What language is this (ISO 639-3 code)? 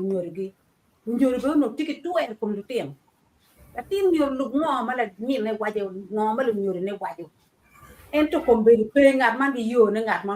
ach